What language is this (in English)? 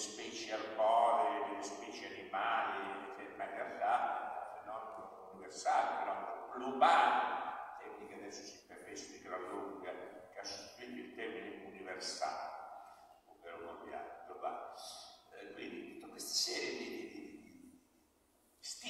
Italian